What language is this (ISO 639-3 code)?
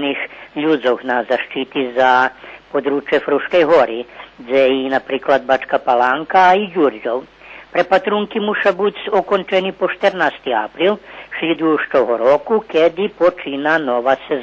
rue